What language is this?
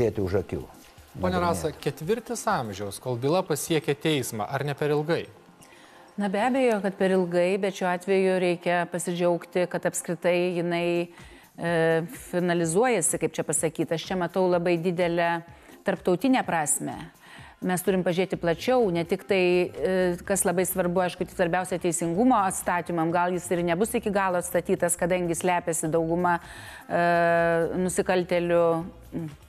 Lithuanian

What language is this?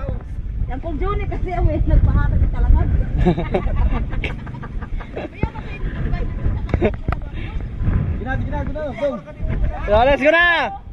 Filipino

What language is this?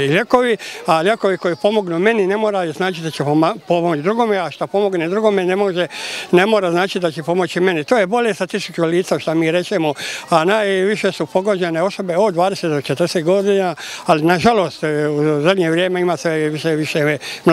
Croatian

